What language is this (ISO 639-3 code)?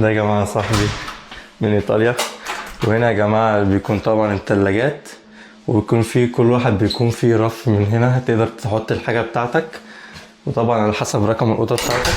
arz